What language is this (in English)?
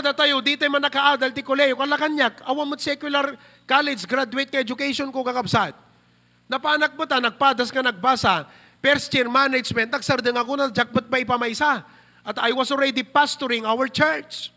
Iloko